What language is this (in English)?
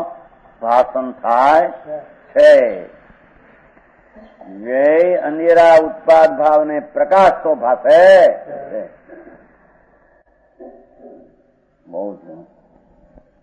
Gujarati